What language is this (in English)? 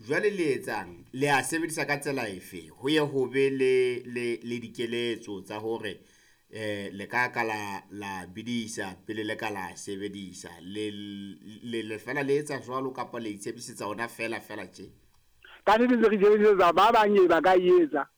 Southern Sotho